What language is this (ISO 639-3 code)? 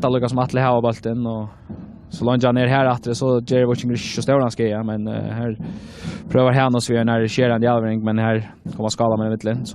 fao